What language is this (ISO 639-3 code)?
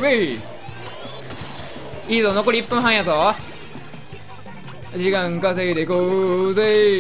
jpn